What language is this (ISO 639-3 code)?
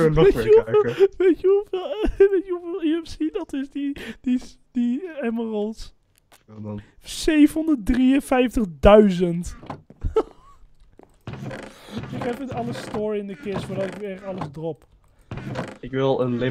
nld